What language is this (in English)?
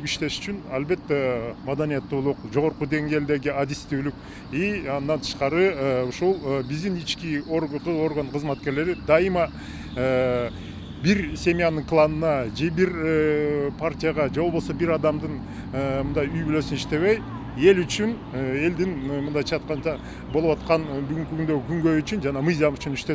Kyrgyz